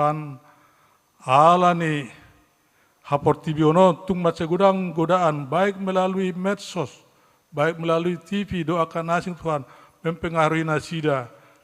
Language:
Batak Toba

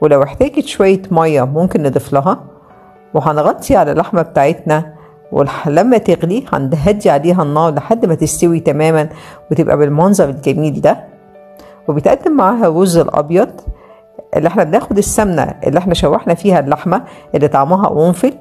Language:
Egyptian Arabic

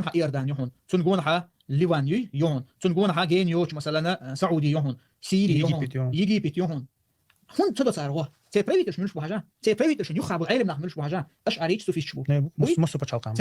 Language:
Chechen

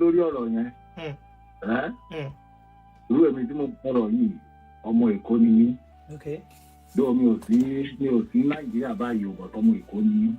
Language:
Yoruba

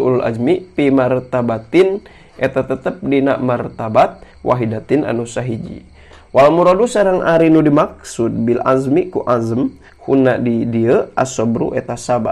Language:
Sundanese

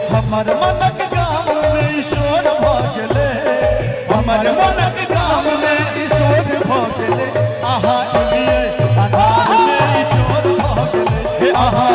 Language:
Maithili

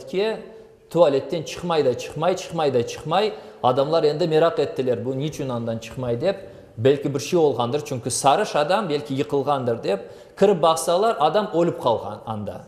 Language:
Crimean Tatar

